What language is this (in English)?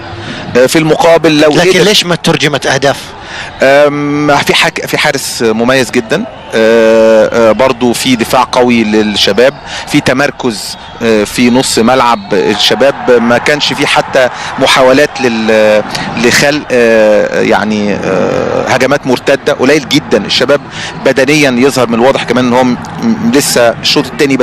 Egyptian Arabic